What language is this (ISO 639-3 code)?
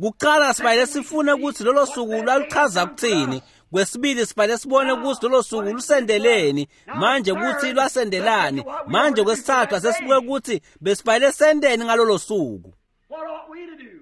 ssw